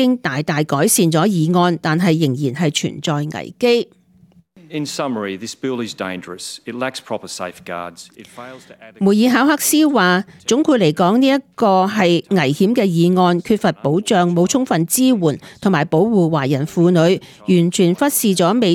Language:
Cantonese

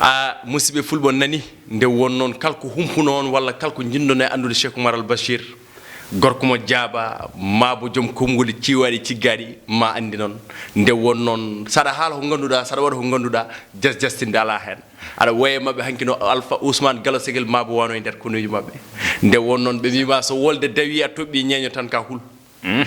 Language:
Fula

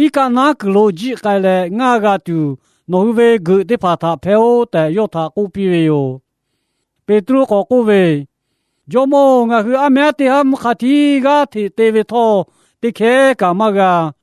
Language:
Lahu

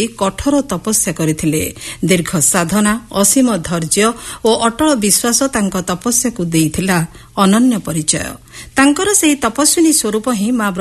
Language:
Odia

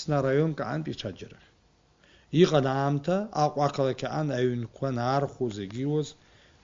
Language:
Abkhazian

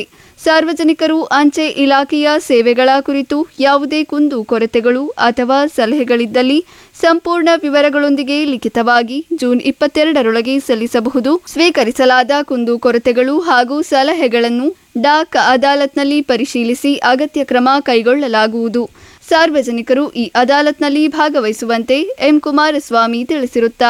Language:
Kannada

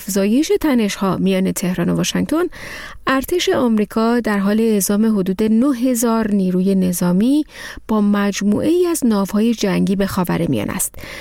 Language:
Persian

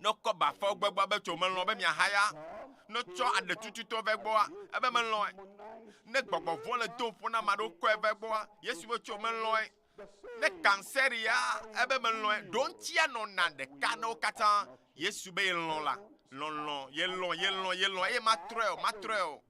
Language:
Ewe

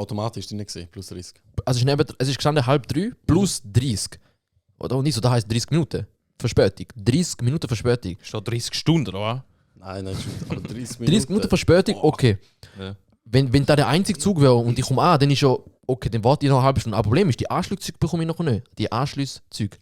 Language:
Swiss German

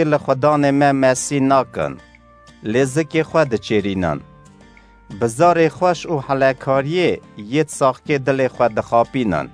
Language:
Kurdish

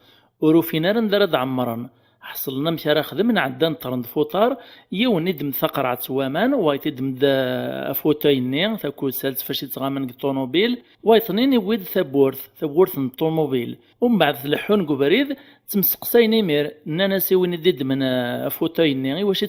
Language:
Kabyle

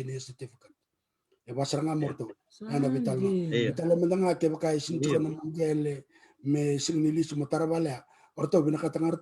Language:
Fijian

